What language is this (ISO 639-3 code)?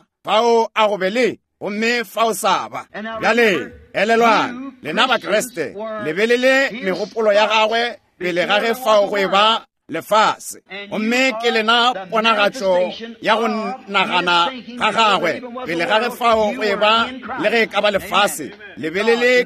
nso